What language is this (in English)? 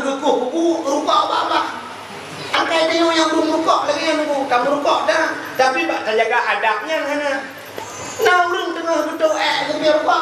Achinese